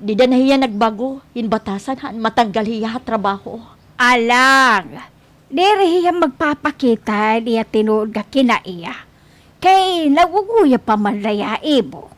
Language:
Waray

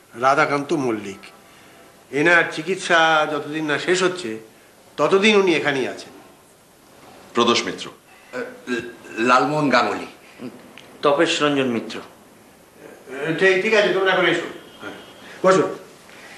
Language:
Bangla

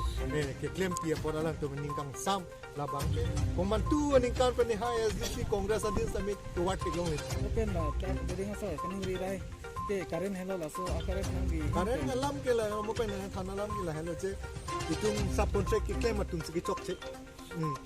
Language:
Karbi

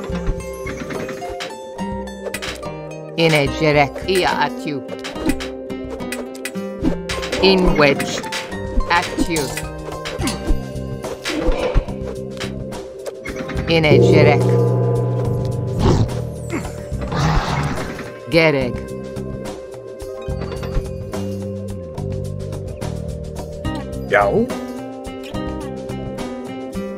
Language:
Icelandic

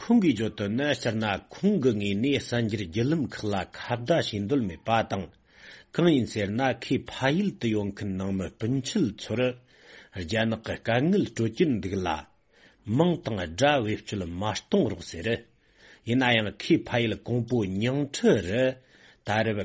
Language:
Tibetan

